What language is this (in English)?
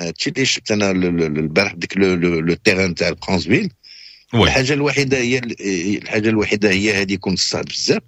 Moroccan Arabic